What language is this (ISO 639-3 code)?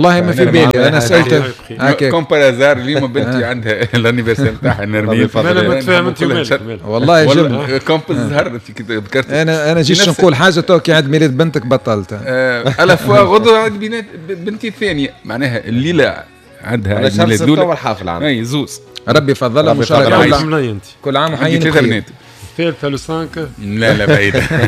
aeb